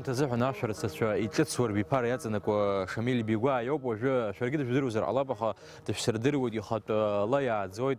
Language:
Abkhazian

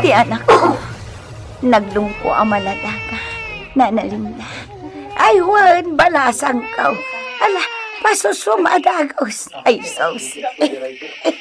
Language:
Iloko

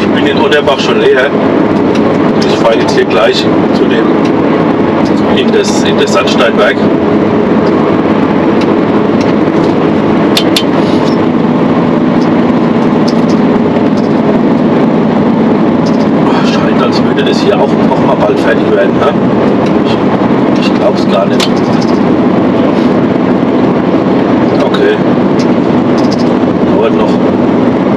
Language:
German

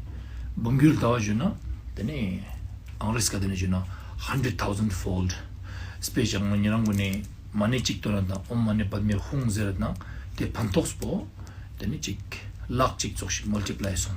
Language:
Ladakhi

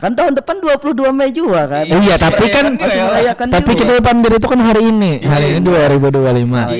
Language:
Banjar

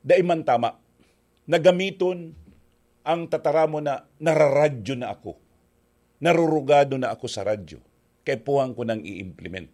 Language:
Bikol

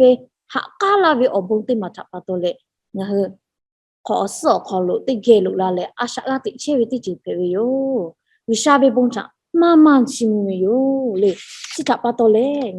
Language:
Lahu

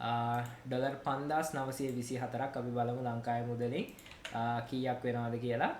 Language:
Sinhala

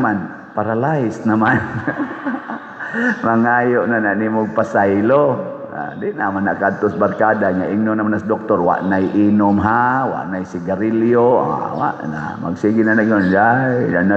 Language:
Cebuano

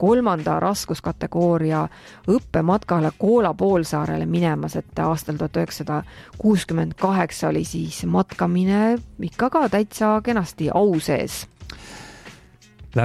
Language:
Estonian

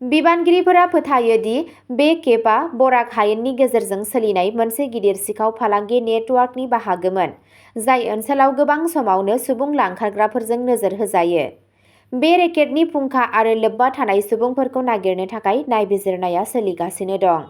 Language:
Bodo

